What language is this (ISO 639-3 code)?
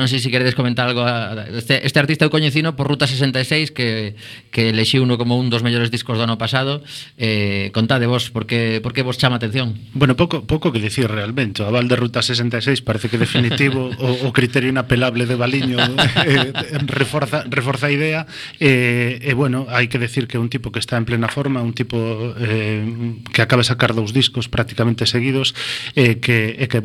glg